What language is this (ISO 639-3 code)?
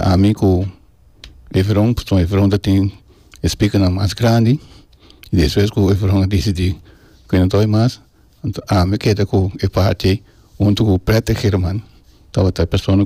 pap